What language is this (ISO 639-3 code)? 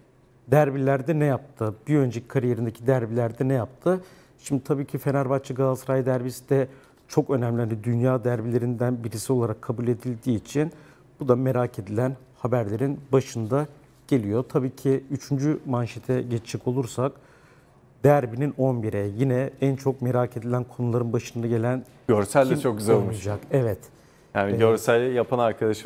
tur